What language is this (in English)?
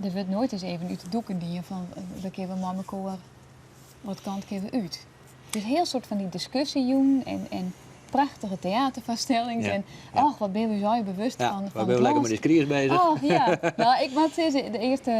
Western Frisian